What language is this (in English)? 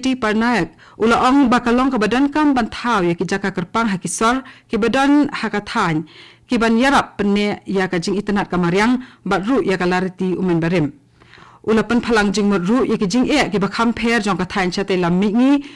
Khasi